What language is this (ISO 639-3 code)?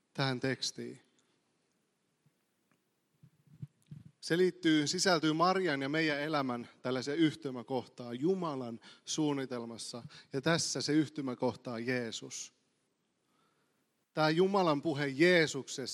fin